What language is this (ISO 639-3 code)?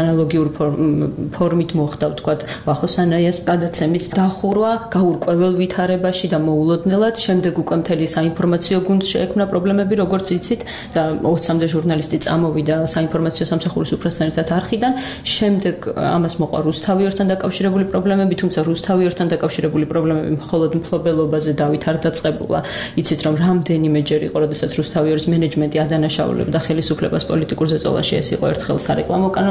kat